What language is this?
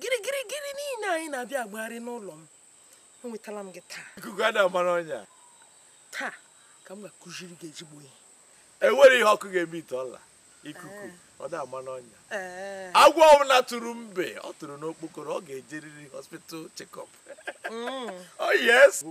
Igbo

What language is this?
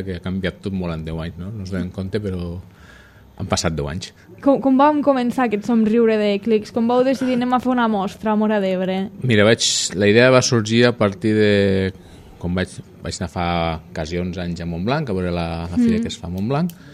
Catalan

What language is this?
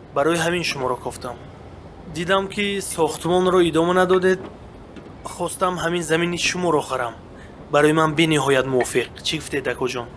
Tajik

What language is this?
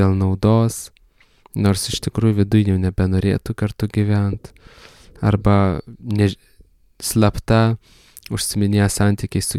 Lithuanian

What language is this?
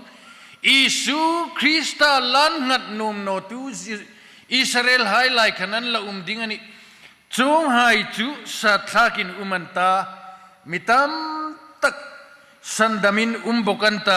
Hmar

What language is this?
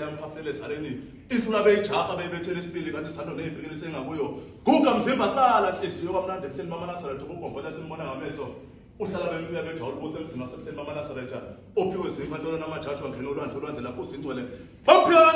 Zulu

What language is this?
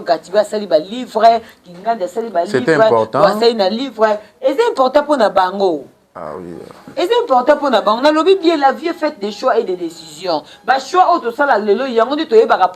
Lingala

